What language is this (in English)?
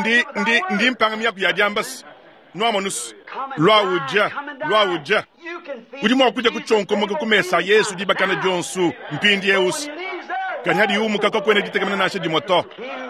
Luba-Lulua